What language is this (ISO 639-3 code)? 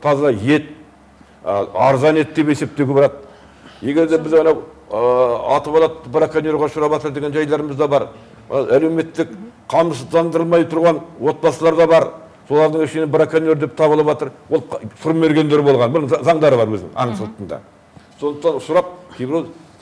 kaz